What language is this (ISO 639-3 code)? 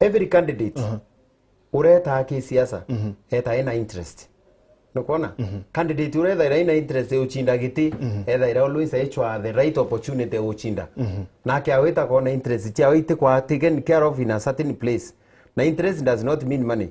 mer